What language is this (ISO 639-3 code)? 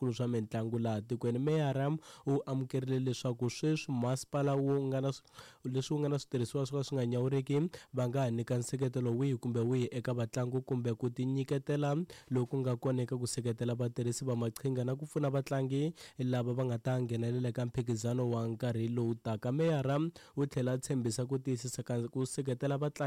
tso